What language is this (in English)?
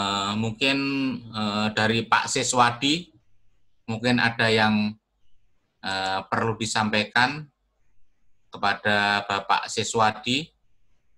Indonesian